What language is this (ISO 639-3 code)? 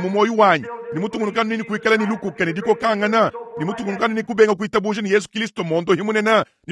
lua